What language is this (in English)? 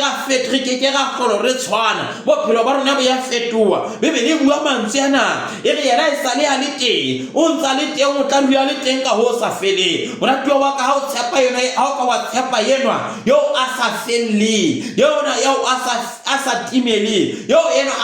Southern Sotho